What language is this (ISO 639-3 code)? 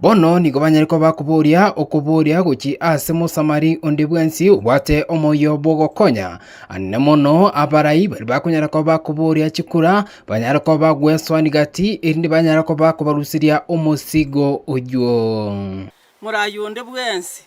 guz